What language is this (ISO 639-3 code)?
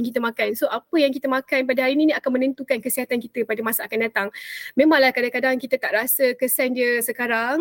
msa